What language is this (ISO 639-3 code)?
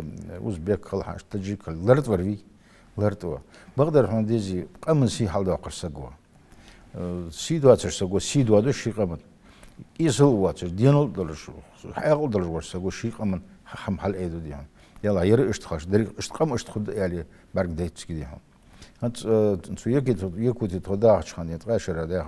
inh